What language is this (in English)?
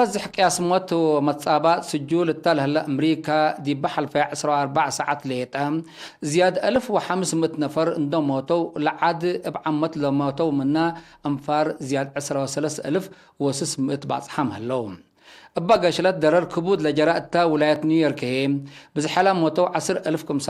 Tigre